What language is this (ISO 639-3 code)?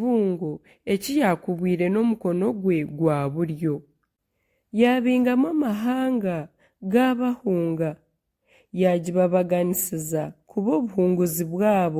nyn